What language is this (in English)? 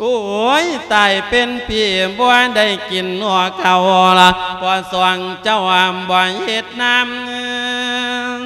Lao